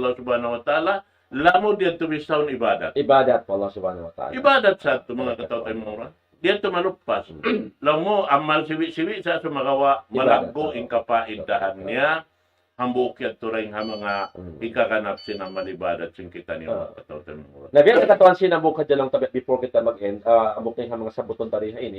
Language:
Tausug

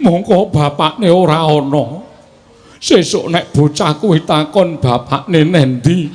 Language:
Javanese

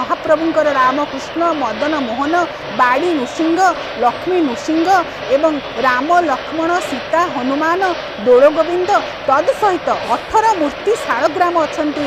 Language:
Odia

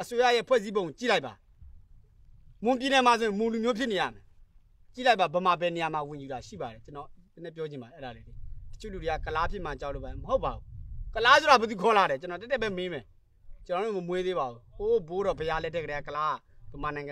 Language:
Burmese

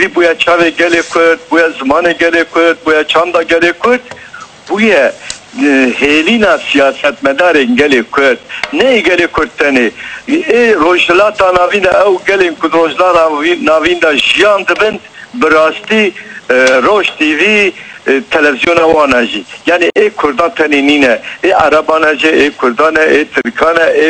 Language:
Kurdish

